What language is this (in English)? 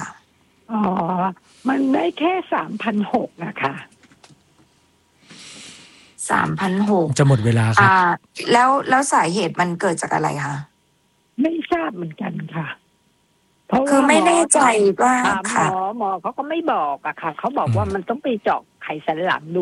Thai